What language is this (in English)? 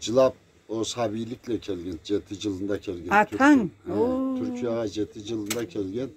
Karachay-Balkar